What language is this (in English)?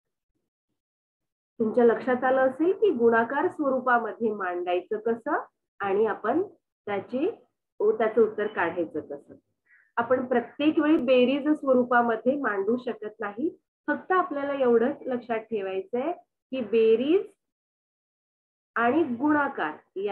Marathi